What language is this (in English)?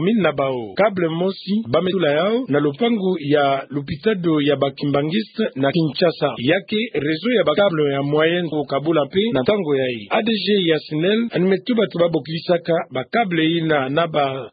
Kituba (Democratic Republic of Congo)